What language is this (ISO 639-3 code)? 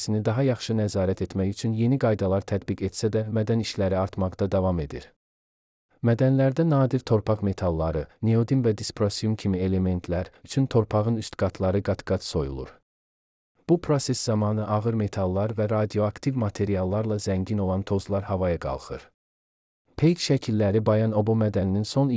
aze